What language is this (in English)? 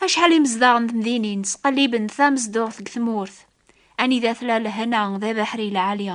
Kabyle